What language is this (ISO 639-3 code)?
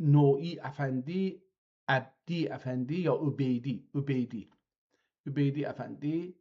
azb